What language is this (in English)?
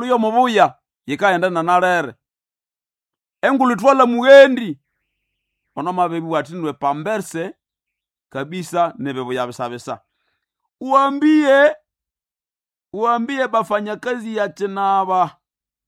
Swahili